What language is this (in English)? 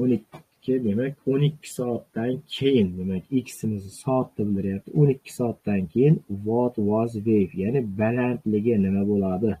Uzbek